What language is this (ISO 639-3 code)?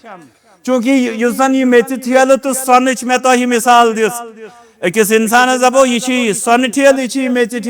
kas